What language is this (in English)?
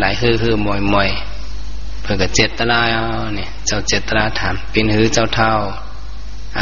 Shan